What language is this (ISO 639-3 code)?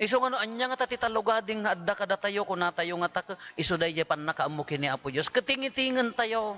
ilo